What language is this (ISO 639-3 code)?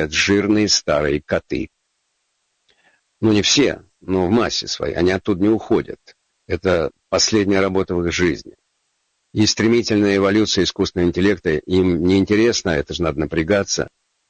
rus